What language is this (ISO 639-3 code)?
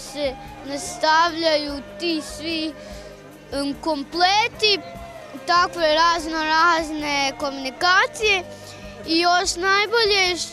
hrv